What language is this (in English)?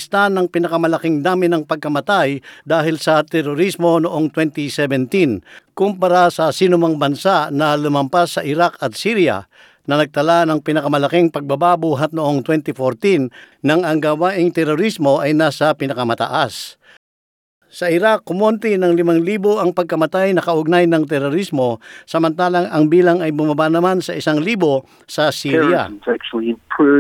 Filipino